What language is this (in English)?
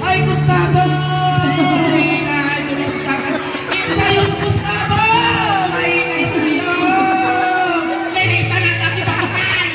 Iloko